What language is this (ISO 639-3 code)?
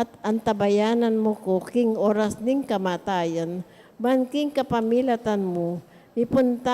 pam